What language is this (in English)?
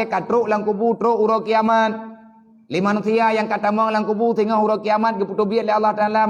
Achinese